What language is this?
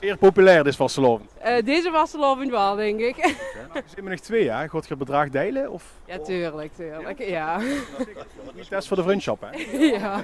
Limburgish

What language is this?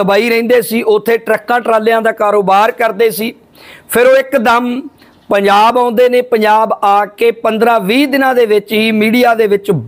Punjabi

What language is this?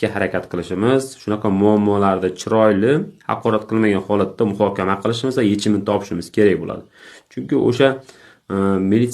Uzbek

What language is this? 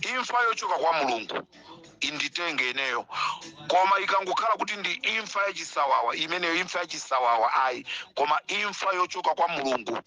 Nyanja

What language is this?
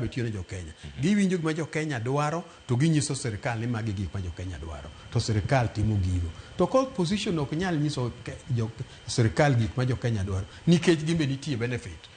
Luo (Kenya and Tanzania)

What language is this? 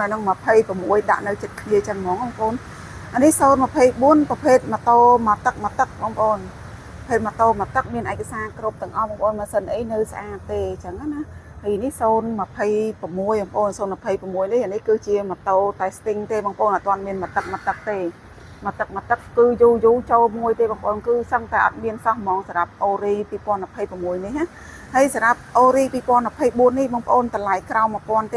Khmer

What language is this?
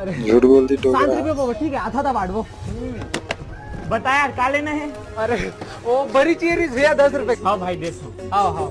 Chhattisgarhi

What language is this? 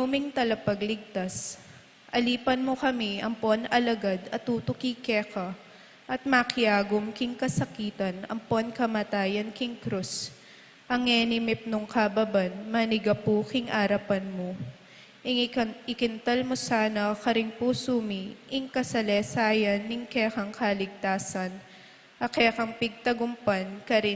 Pampanga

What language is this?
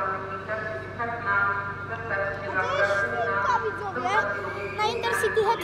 Polish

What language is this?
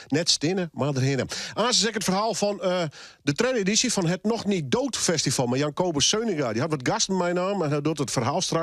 Western Frisian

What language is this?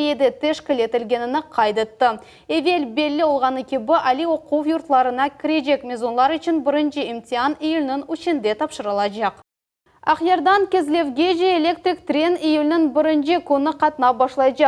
Crimean Tatar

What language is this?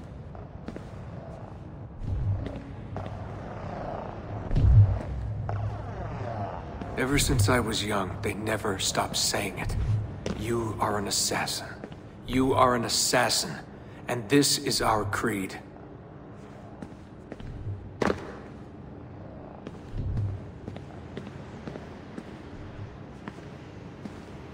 English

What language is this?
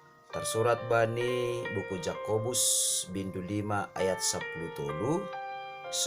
Batak Simalungun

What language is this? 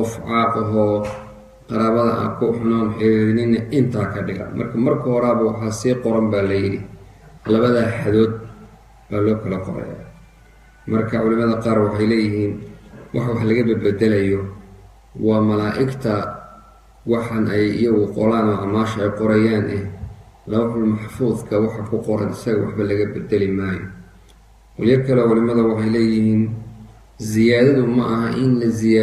Somali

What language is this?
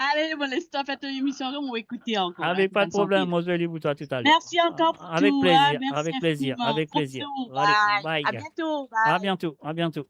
Morisyen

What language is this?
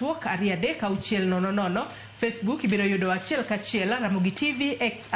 Luo (Kenya and Tanzania)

